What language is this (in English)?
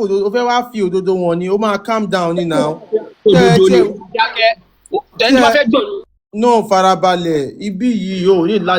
Yoruba